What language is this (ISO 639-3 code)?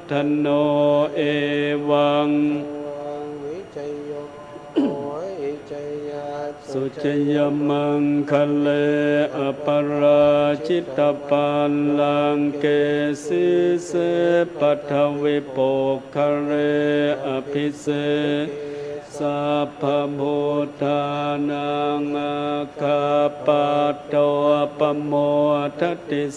pli